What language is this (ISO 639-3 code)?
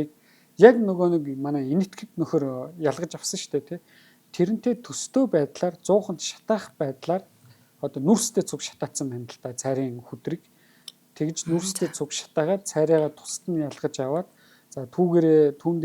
mon